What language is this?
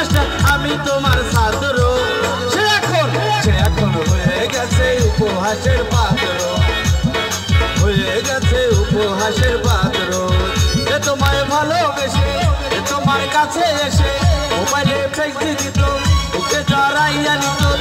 Bangla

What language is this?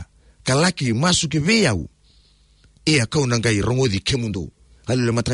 Fijian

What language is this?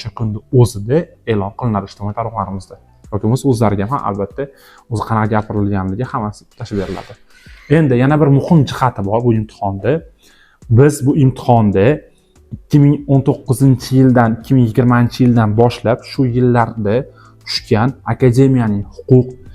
Uzbek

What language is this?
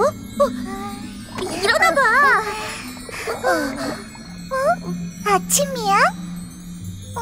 Korean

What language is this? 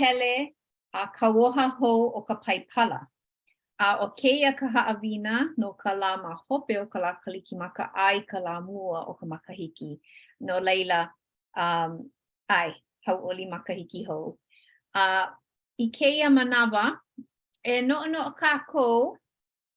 Hawaiian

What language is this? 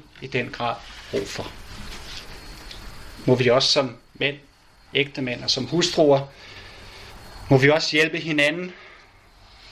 Danish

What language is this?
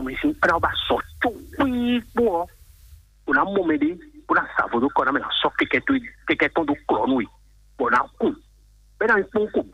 Fon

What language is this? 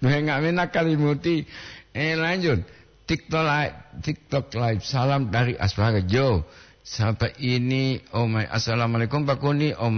Gorontalo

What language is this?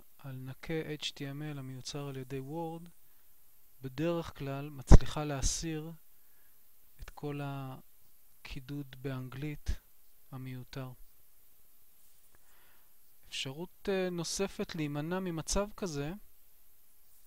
Hebrew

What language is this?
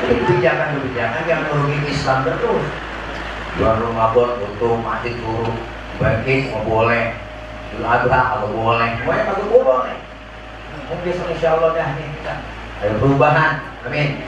Betawi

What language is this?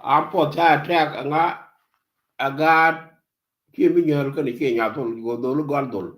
Nuer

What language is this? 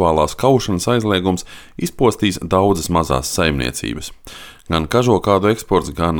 Latvian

